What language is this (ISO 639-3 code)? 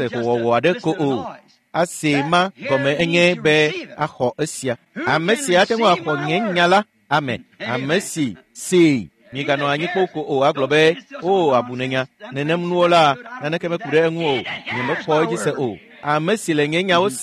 ewe